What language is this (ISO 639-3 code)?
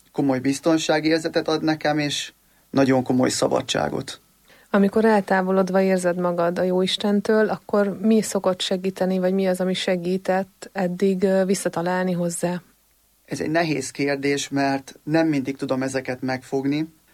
hun